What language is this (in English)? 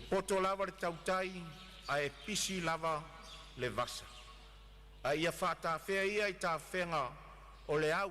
Samoan